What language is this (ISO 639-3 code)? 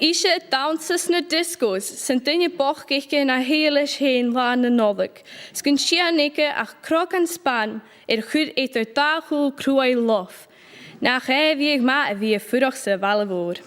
gla